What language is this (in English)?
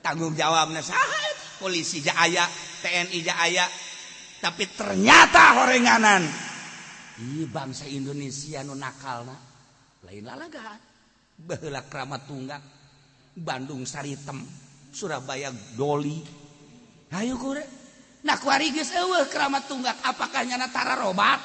Sundanese